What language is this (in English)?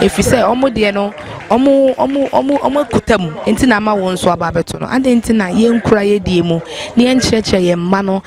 Akan